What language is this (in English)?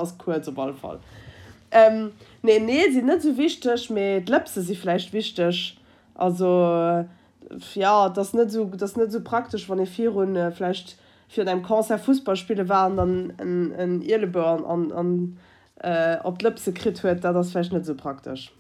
Luxembourgish